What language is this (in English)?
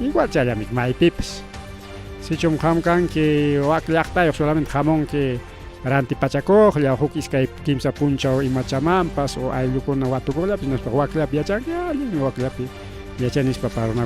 Ayacucho Quechua